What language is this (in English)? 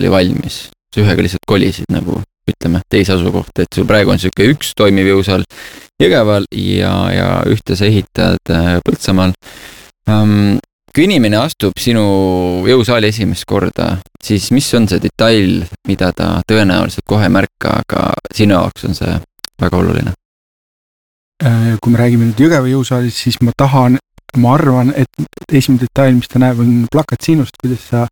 Estonian